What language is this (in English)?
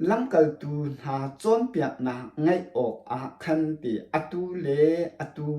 Hakha Chin